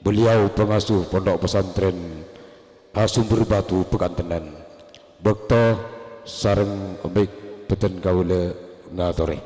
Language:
Madurese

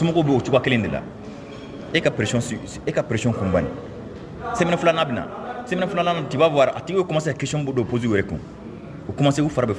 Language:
Mandingo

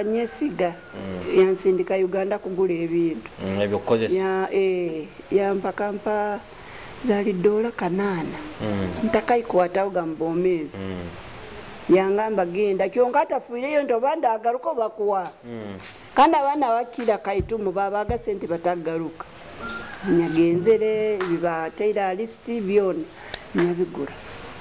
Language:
Nyoro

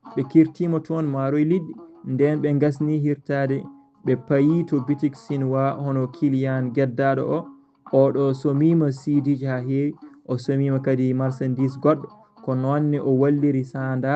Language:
Fula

